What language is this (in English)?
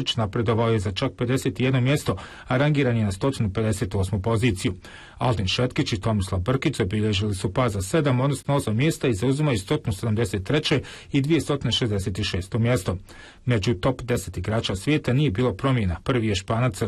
Bosnian